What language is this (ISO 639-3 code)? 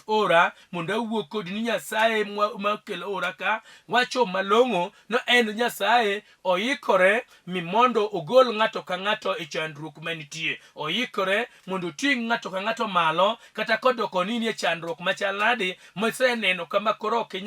luo